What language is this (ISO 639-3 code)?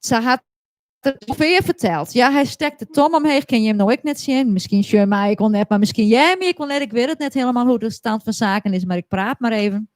fry